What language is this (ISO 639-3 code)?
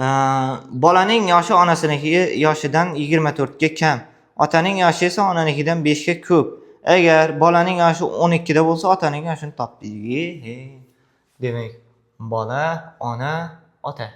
uzb